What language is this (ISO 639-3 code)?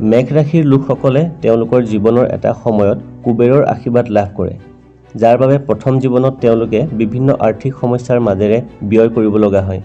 asm